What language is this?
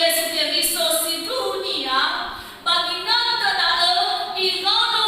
Nias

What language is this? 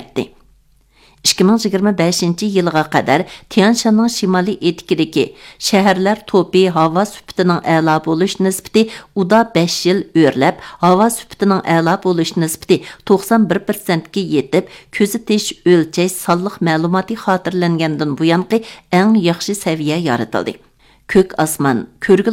Uyghur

